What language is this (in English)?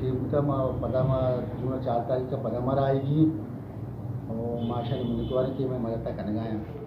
Baluchi